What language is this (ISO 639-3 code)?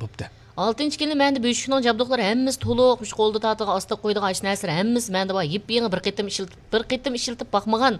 uig